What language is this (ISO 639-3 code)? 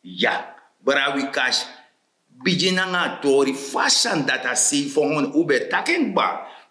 srn